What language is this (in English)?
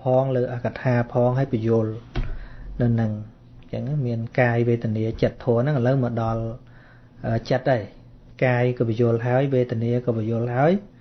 Khmer